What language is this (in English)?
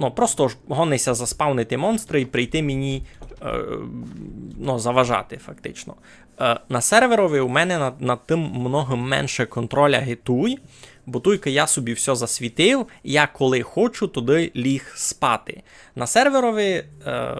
Rusyn